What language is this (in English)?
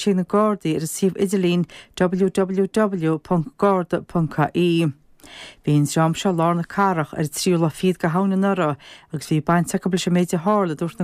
Irish